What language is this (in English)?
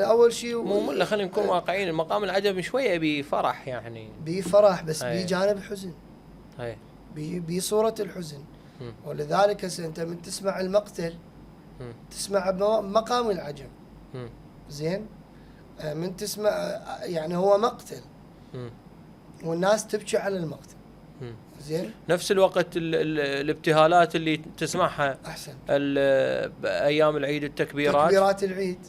Mesopotamian Arabic